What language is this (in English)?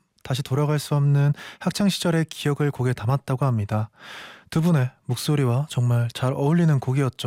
Korean